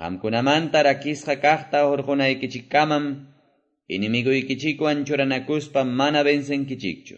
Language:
Quechua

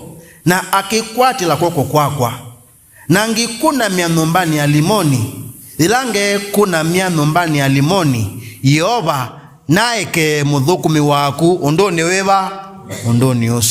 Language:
Kamba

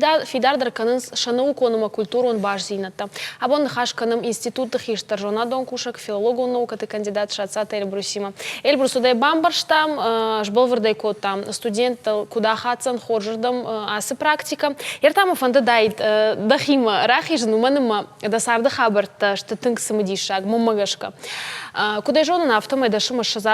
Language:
Ossetic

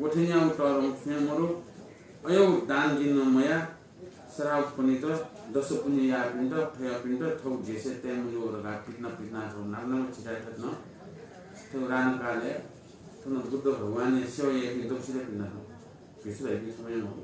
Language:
Newari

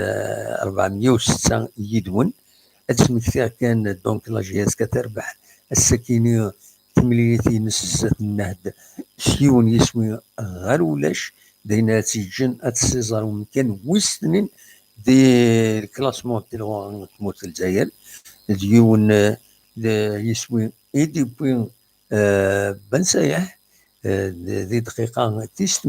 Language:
Kabyle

